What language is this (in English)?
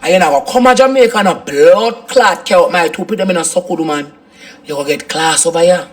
Jamaican Creole English